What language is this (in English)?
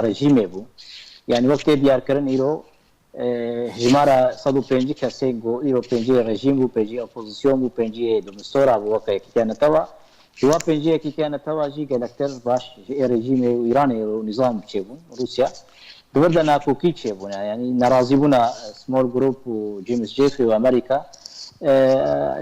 Kurdish